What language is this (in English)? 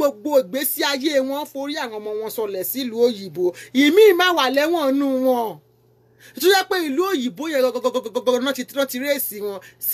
Yoruba